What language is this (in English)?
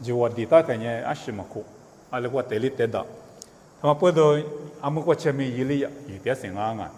Lisu